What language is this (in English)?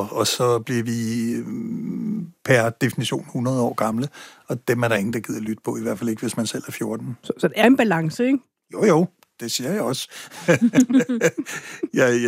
Danish